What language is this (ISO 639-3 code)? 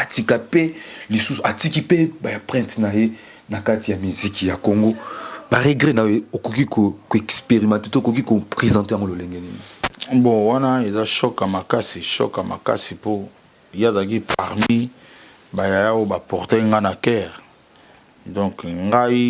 lin